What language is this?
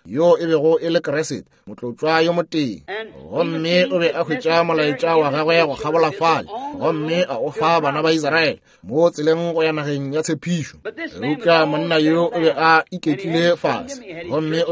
Northern Sotho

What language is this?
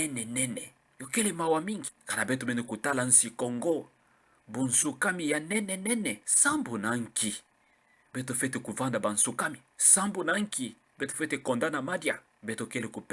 Kituba (Democratic Republic of Congo)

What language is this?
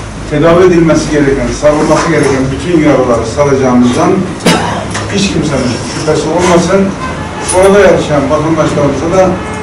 Turkish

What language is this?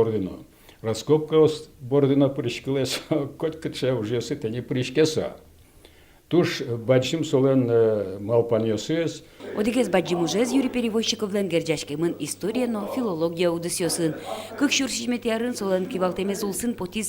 Udmurt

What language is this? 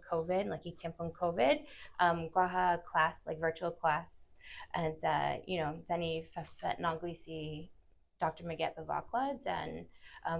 Chamorro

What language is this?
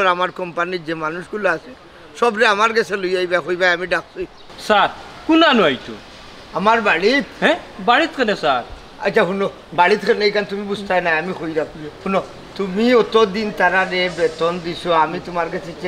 Sylheti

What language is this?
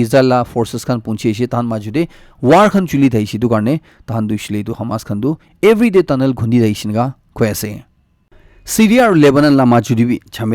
Naga Pidgin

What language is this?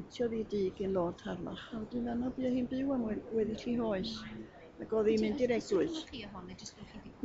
Welsh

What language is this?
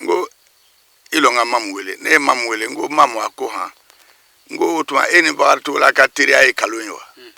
Bambara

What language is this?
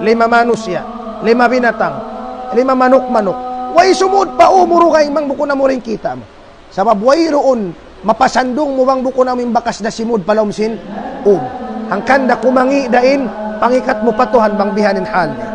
Tausug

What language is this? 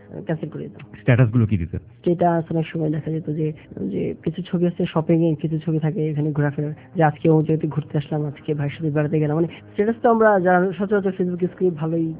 Bangla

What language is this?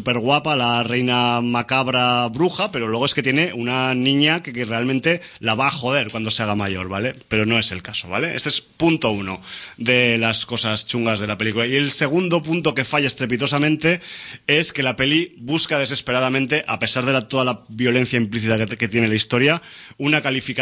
Spanish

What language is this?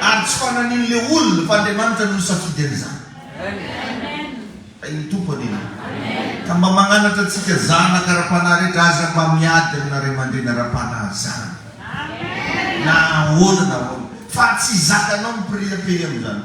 Malagasy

